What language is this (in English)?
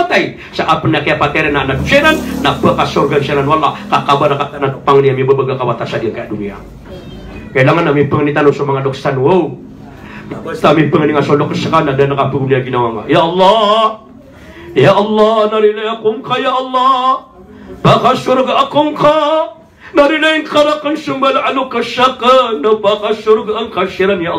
Maranao